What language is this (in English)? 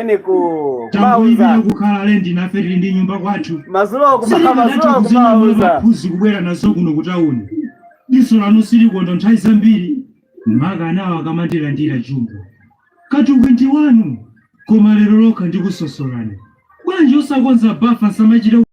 Nyanja